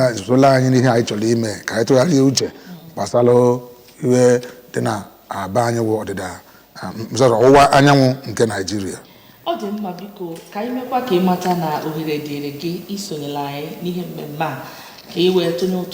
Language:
Igbo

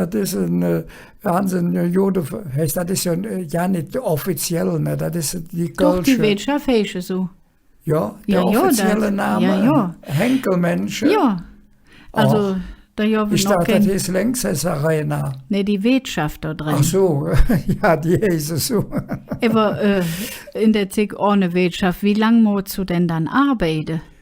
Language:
Colognian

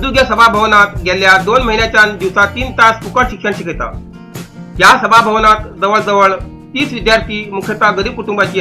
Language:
Konkani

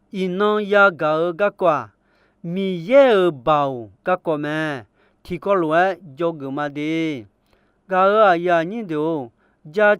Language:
Akha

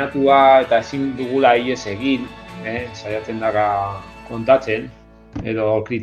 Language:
Basque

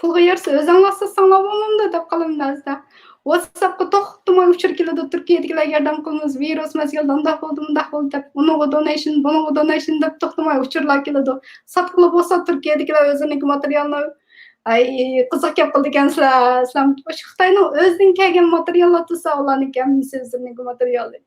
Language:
Uyghur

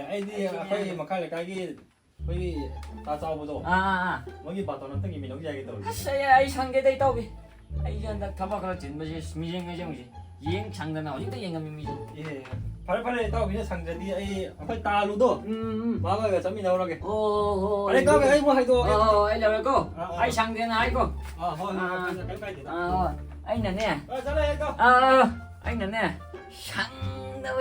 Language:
Manipuri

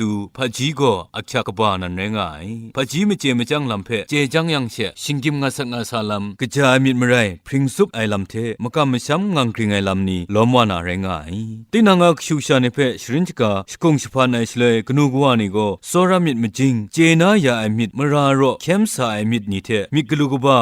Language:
Kachin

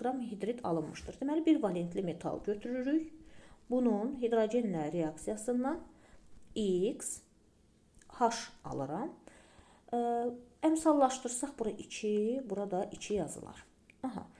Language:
Azerbaijani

